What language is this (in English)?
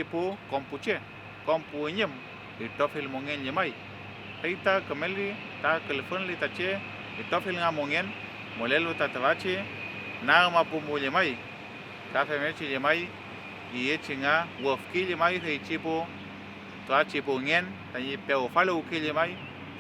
Mapuche